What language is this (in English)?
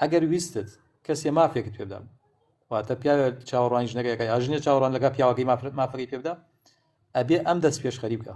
Central Kurdish